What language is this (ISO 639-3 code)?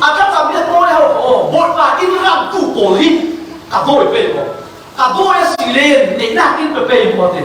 cfm